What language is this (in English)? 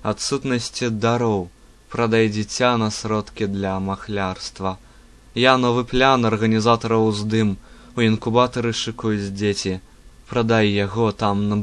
Belarusian